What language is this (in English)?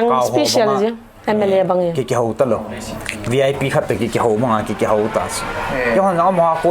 Paite Chin